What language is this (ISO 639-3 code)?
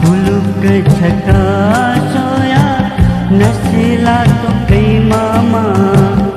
new